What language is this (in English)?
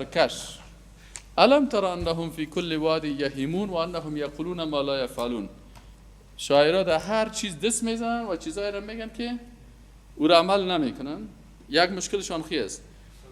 Persian